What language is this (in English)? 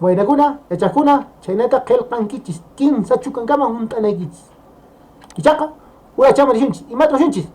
Quechua